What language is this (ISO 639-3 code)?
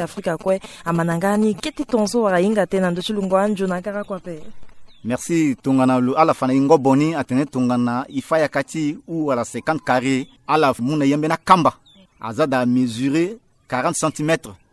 sag